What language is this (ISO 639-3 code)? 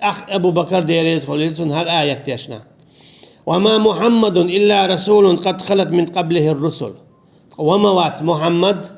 che